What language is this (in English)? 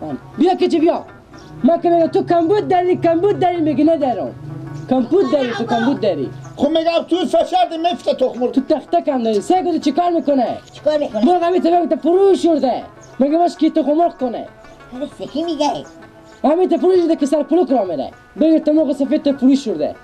Persian